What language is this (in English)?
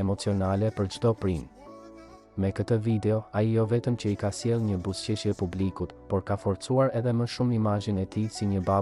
Albanian